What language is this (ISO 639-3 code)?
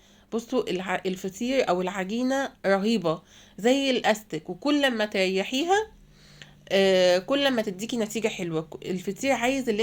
arz